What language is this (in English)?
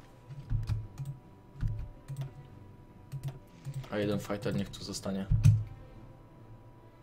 Polish